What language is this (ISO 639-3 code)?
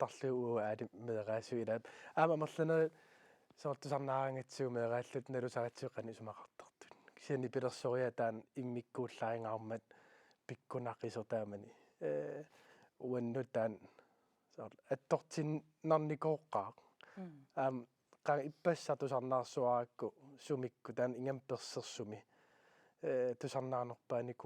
kal